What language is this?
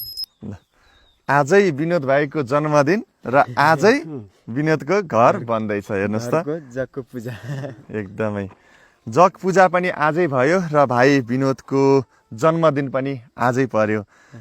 Nepali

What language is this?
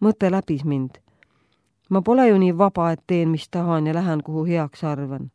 Estonian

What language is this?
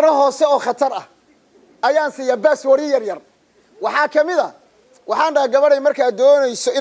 Somali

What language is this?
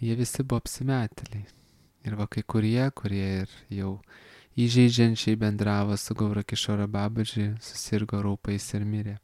Lithuanian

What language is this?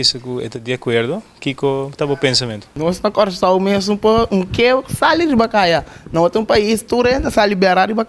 Papiamento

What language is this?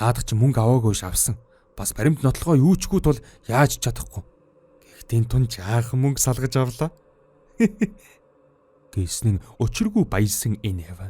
Mongolian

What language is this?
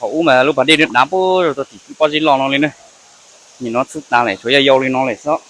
Hmong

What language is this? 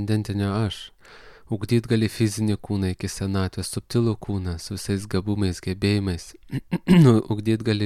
Lithuanian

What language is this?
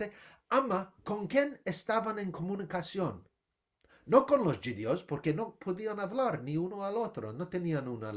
Ladino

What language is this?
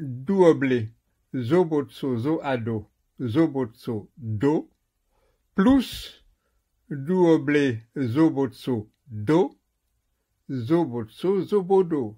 Esperanto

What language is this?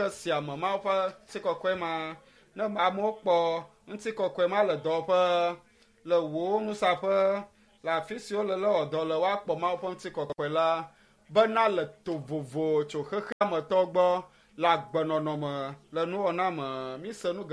Ewe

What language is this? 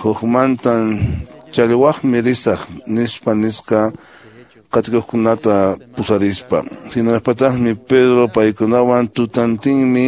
Quechua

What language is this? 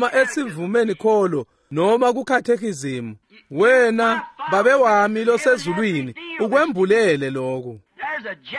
Swati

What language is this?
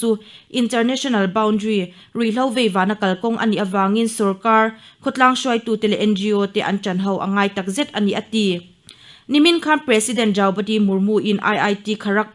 Mizo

